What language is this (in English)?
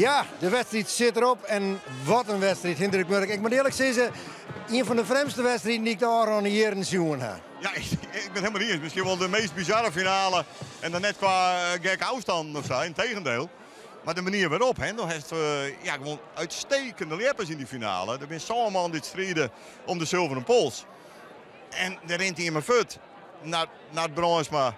Western Frisian